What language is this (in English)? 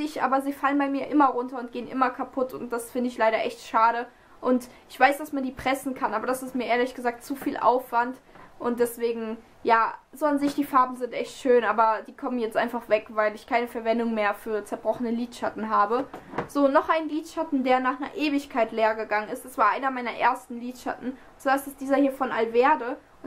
German